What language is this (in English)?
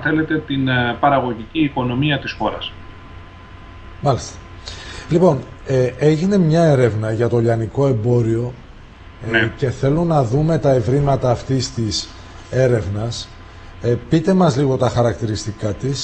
Greek